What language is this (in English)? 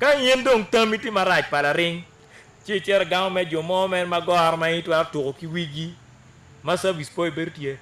Acoli